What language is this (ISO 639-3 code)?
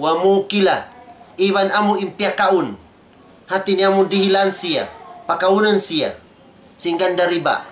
tsg